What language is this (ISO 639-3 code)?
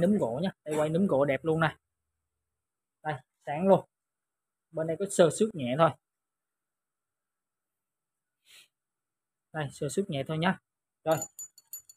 vie